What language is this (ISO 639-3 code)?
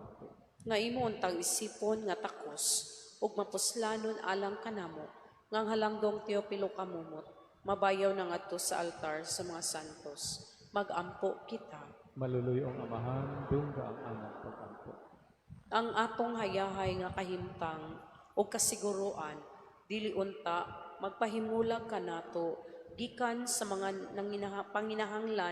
ceb